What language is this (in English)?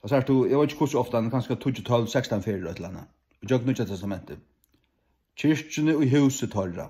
Faroese